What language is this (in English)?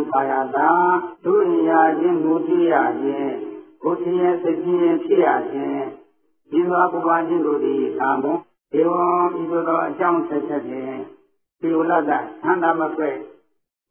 Burmese